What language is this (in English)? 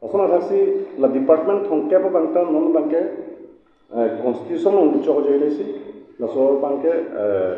Karbi